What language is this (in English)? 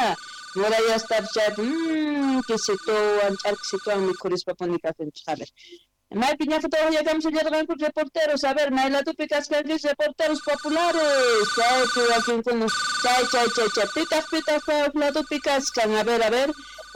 Quechua